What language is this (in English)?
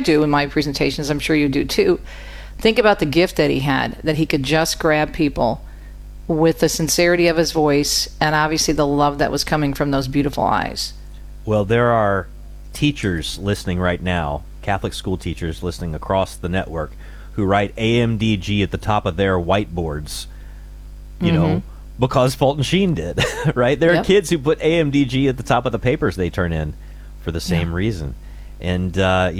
English